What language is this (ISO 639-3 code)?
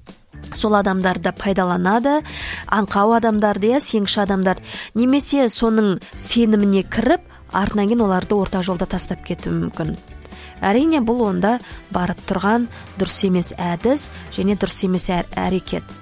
kaz